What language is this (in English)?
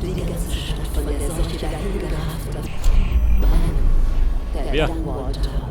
Bavarian